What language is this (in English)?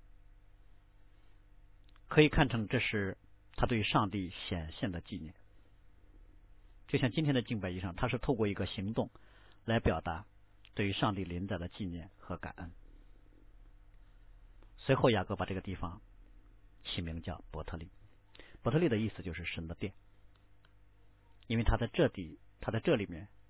Chinese